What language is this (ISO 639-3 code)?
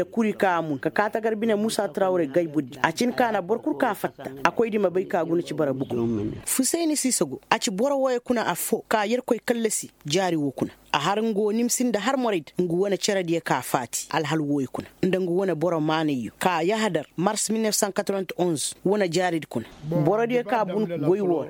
ses